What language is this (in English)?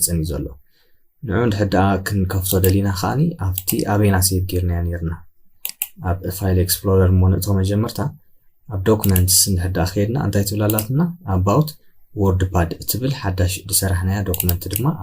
Tigrinya